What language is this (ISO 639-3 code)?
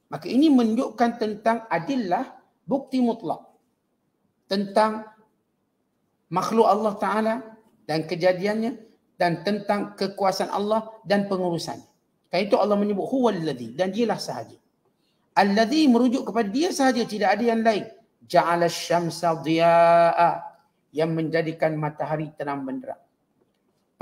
msa